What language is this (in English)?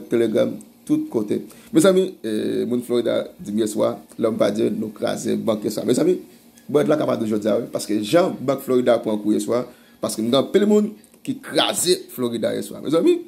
Haitian Creole